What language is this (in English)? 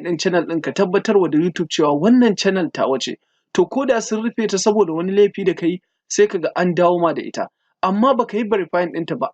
Hausa